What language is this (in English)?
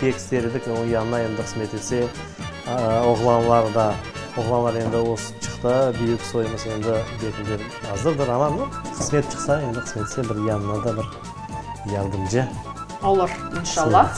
Crimean Tatar